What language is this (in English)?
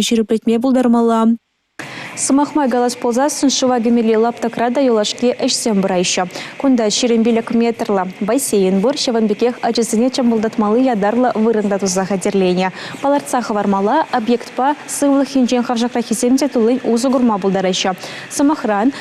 Chuvash